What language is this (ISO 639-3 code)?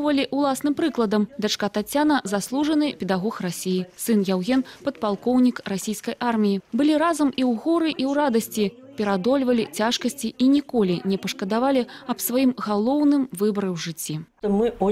bel